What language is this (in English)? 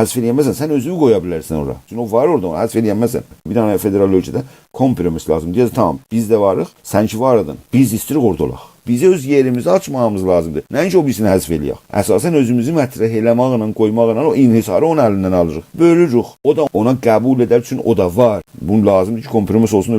South Azerbaijani